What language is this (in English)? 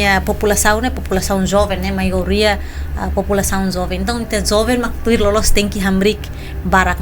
Tetum